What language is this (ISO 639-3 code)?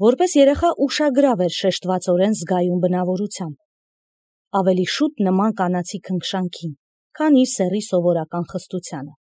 hye